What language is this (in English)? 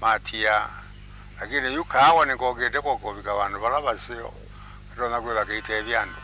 Kamba